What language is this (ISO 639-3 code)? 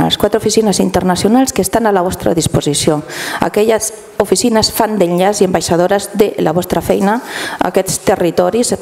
cat